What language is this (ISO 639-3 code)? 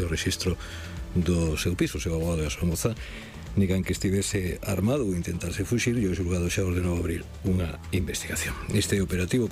glg